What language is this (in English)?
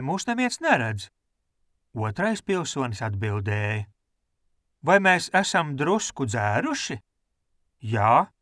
Latvian